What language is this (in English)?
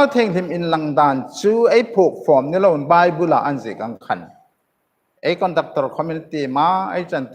Hmar